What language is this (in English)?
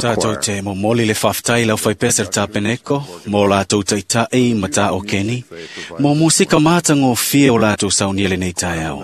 Samoan